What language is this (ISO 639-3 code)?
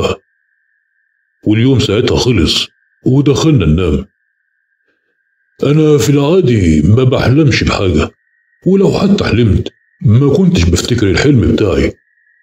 arz